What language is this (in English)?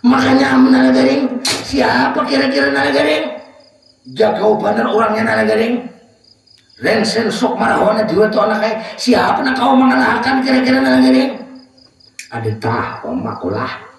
Banjar